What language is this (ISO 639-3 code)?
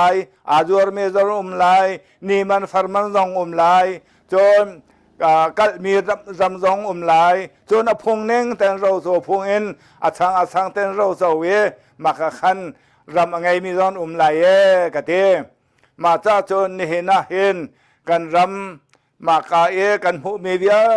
cnh